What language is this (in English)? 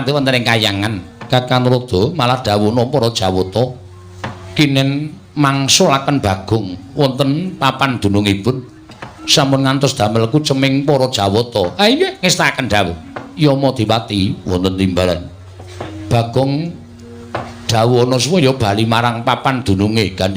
Javanese